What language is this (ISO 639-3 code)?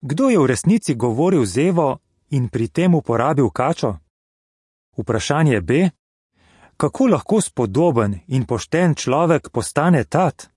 slv